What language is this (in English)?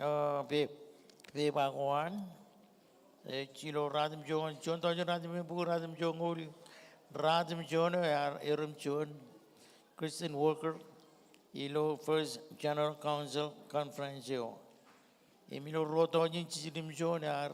Marshallese